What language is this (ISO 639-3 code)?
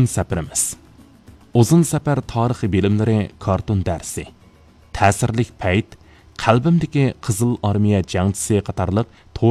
uig